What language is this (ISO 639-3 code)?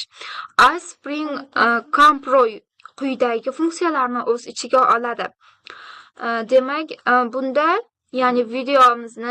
uzb